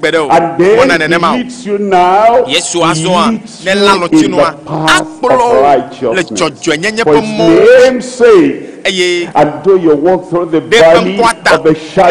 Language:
Ewe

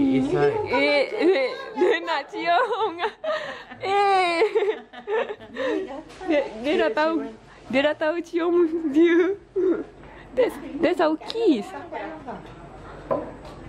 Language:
Malay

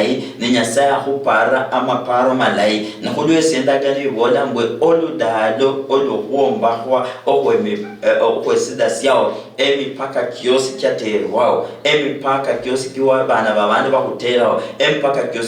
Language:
Luyia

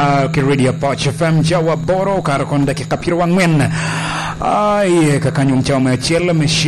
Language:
Lango (Uganda)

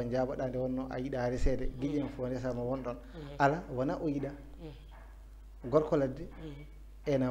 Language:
Fula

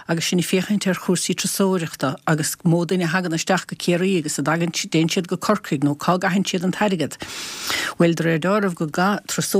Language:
Irish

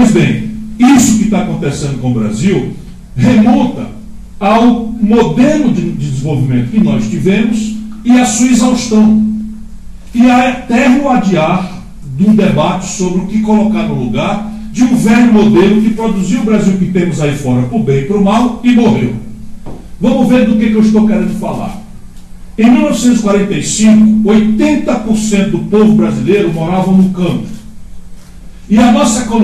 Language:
Portuguese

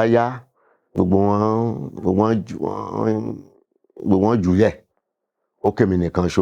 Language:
Yoruba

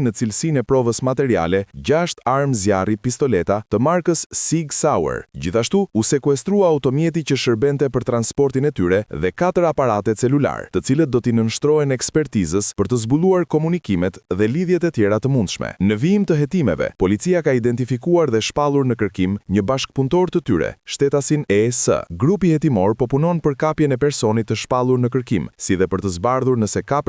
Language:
Albanian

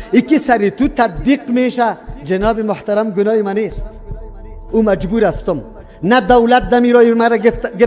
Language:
Persian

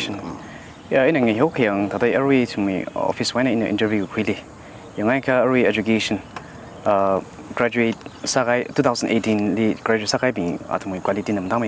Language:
Tangkhul Naga (India)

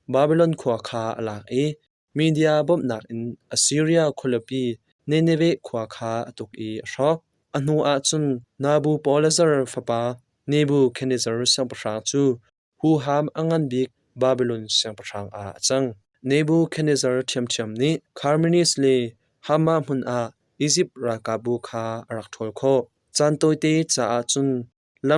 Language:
Hakha Chin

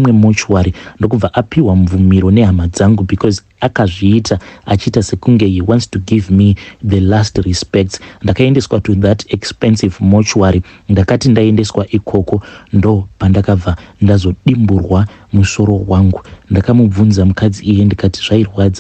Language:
Shona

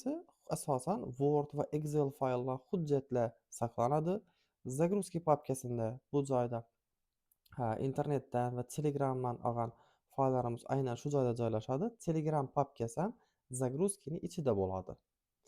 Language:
Uzbek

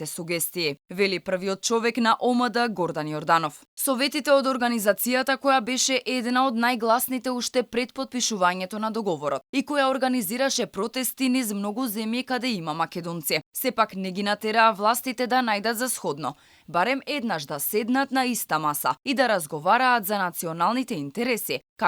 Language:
Macedonian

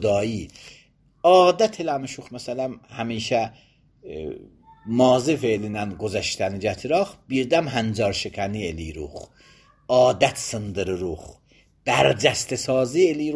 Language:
Azerbaijani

